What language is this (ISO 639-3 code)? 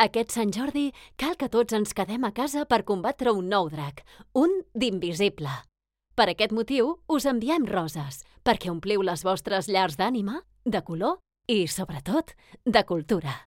cat